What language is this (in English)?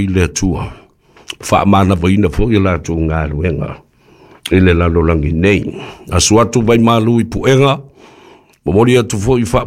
Samoan